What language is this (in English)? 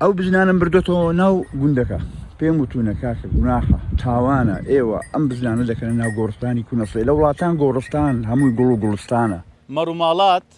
Central Kurdish